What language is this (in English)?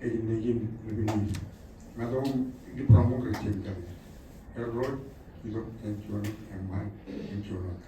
Marshallese